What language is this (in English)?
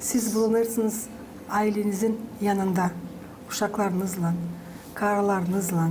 Gagauz